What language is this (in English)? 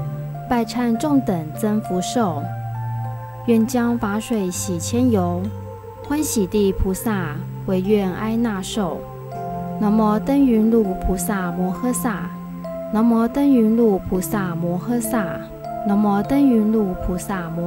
Chinese